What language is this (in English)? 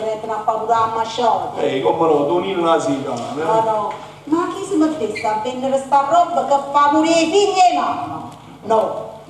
Neapolitan